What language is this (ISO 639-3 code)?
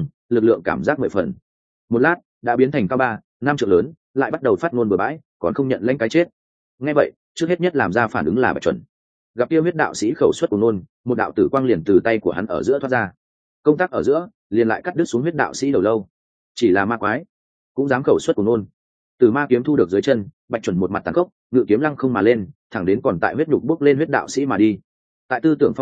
vie